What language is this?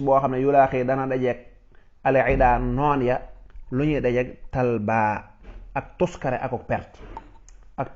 Wolof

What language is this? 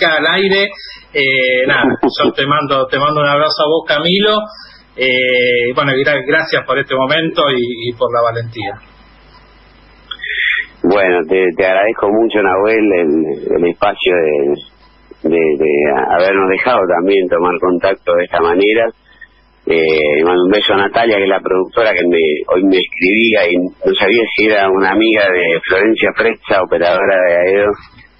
Spanish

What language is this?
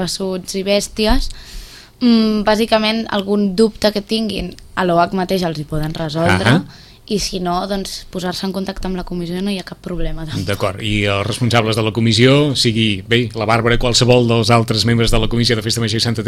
Catalan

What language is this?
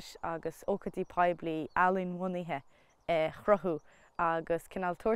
Irish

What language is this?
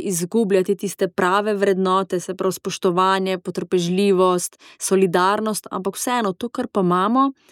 Slovenian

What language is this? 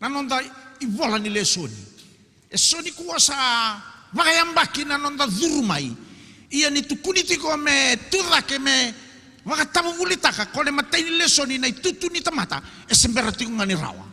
Fijian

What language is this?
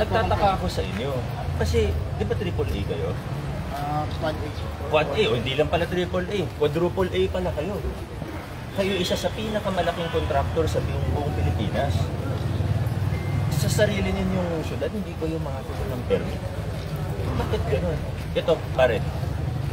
Filipino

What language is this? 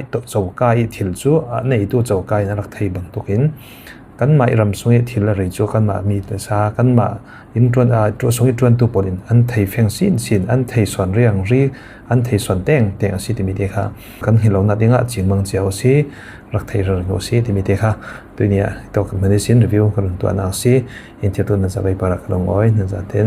Falam Chin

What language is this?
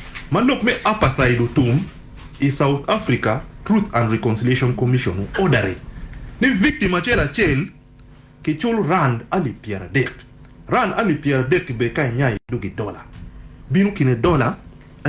Acoli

